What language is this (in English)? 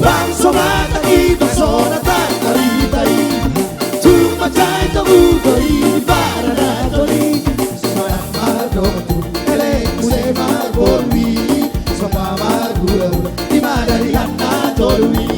Batak Toba